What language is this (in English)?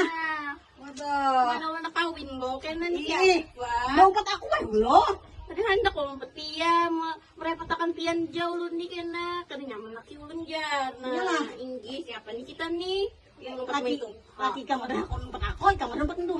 Banjar